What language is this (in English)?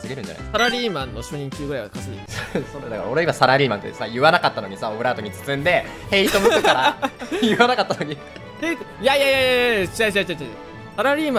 Japanese